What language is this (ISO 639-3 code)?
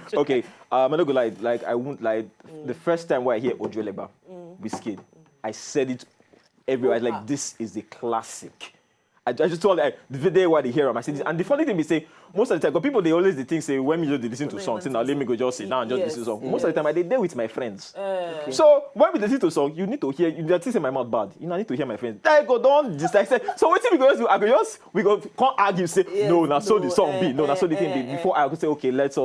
pcm